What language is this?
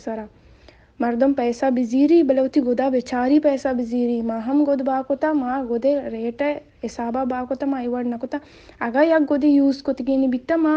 Baluchi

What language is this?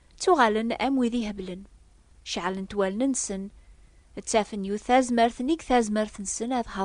Kabyle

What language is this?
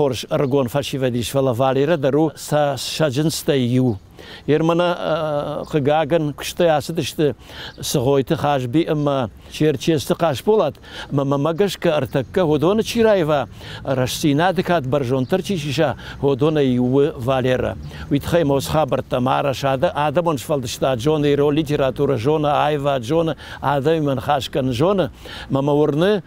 Ossetic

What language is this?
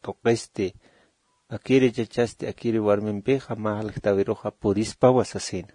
Aymara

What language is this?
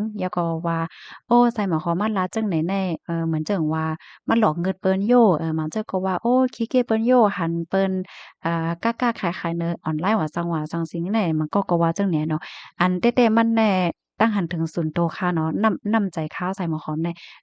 Shan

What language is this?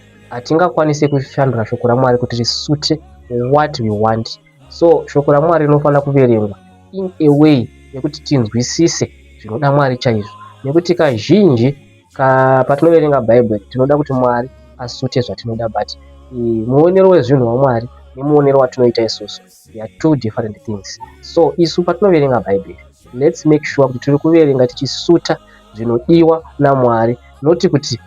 Shona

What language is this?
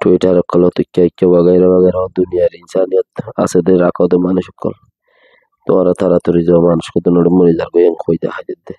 Rohingya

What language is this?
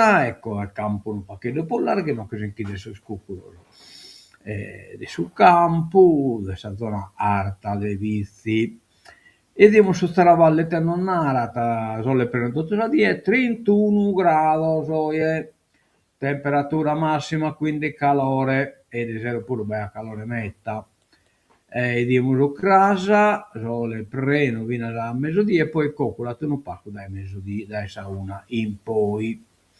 Sardinian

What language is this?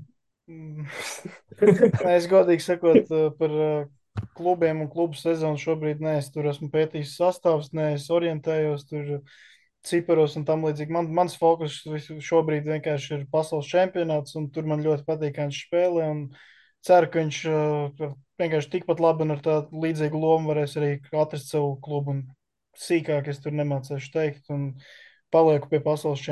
Latvian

